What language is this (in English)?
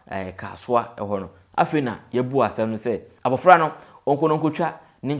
Akan